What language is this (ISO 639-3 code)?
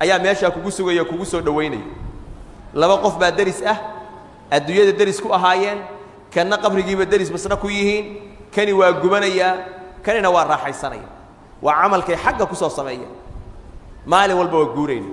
som